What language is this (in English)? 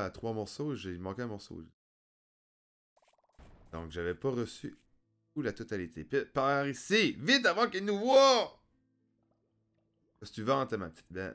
French